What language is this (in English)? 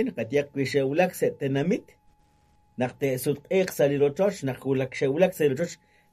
Kekchí